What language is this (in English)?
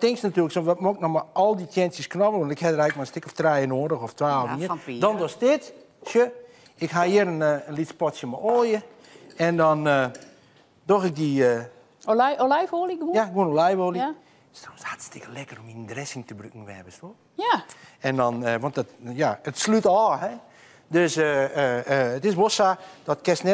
Western Frisian